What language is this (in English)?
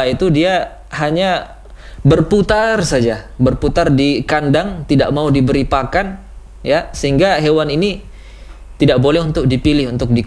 Indonesian